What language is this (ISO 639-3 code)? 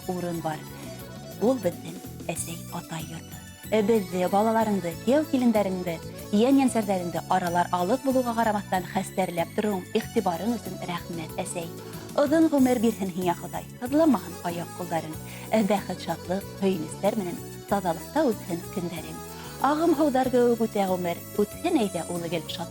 bak